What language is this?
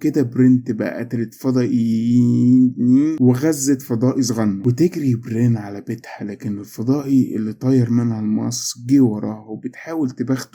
Egyptian Arabic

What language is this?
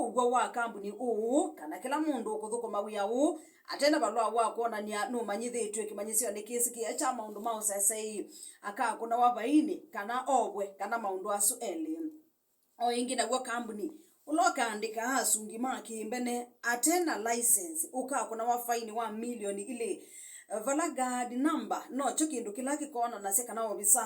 Kamba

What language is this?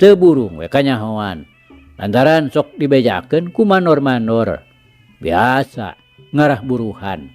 Sundanese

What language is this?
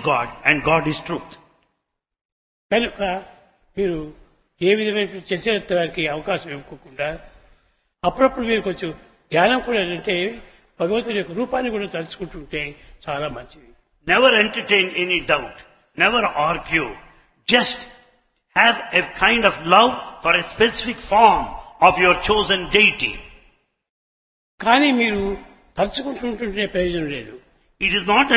Telugu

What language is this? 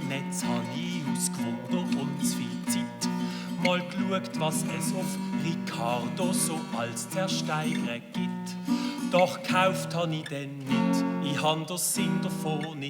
Swiss German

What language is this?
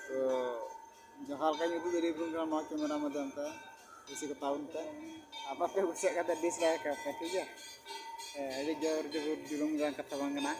Santali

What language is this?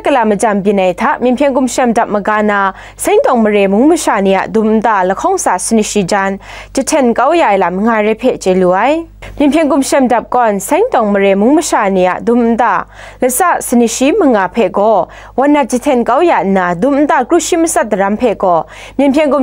Kachin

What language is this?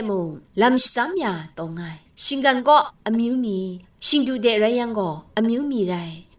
Kachin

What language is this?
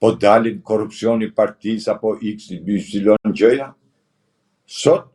Albanian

